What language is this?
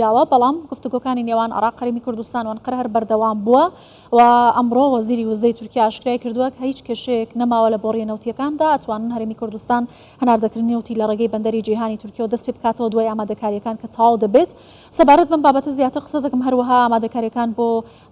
Central Kurdish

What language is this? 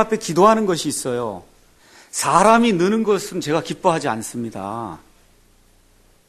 Korean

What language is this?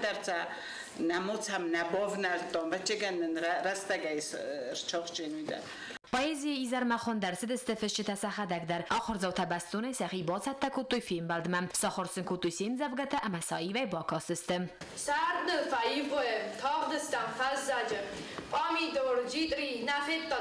Ossetic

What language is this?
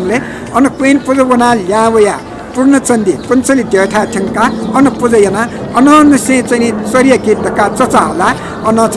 Newari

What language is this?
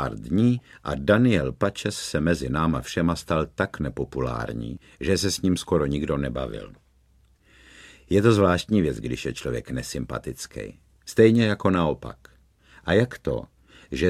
Czech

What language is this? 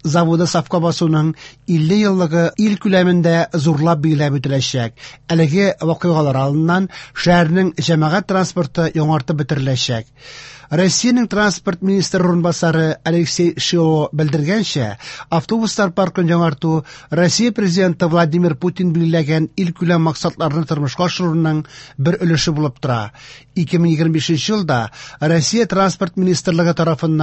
Tatar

